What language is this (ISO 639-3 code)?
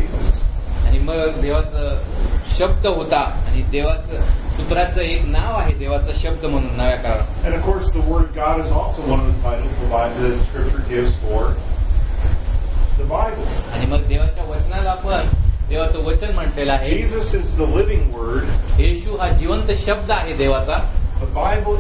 mar